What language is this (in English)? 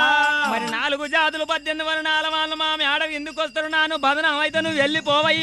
Telugu